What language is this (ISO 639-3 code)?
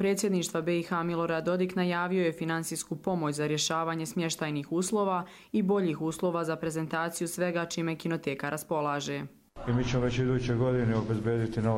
hrv